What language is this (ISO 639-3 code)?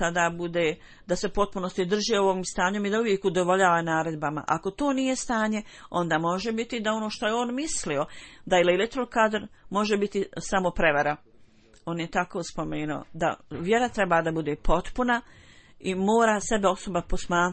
bos